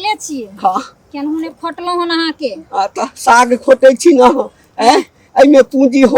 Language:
Maithili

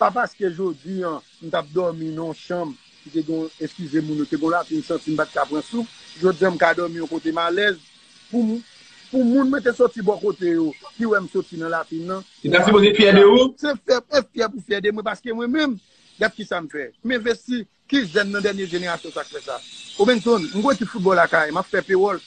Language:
Haitian Creole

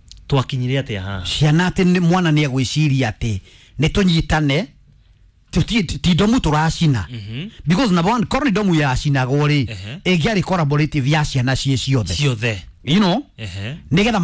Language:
Kikuyu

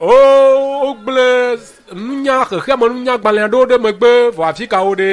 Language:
Ewe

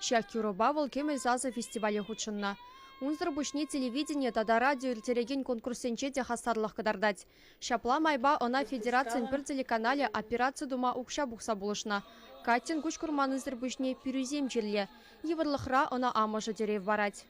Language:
Chuvash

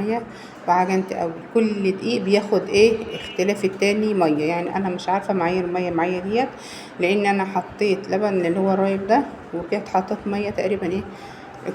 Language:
Egyptian Arabic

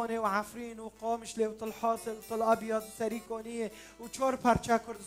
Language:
Kurdish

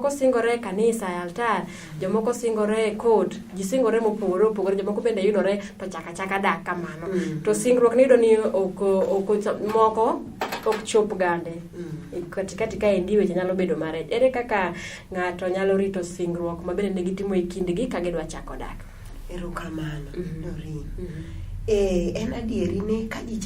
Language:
Luo (Kenya and Tanzania)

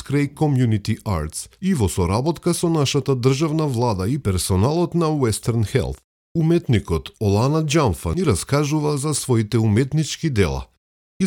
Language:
Macedonian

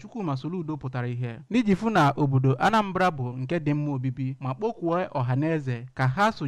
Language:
Igbo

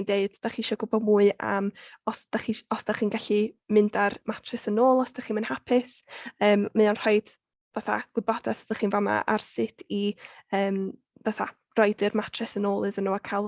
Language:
Welsh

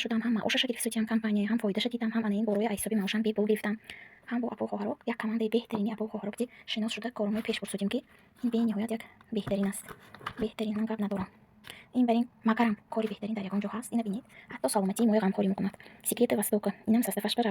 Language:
Tajik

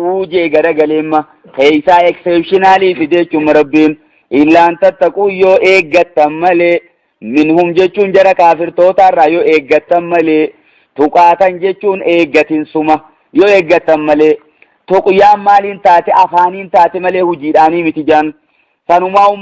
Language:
Oromo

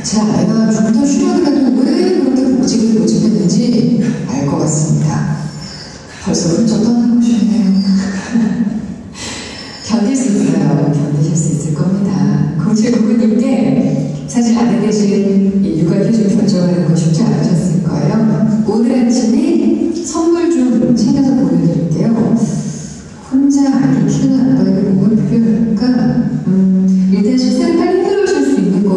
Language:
Korean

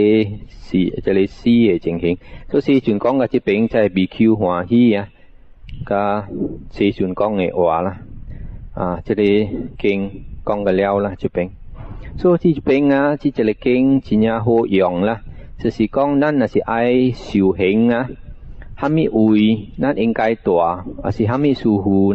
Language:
Min Nan Chinese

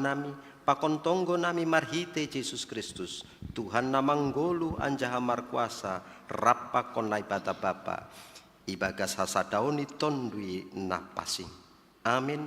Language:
Batak Simalungun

